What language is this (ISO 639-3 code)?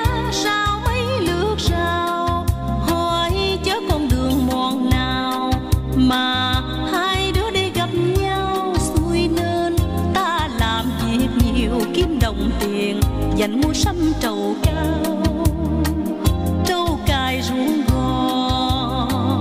vie